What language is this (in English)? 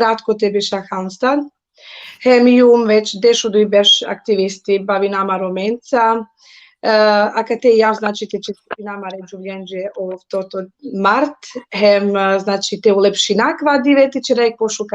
Balkan Romani